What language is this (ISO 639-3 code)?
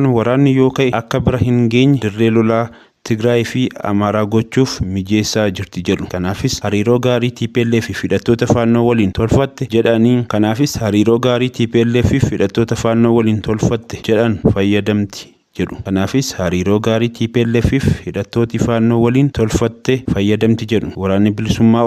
orm